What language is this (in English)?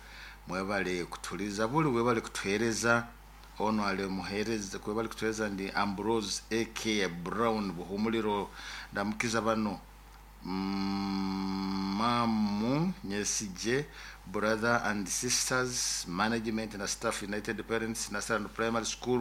Nyoro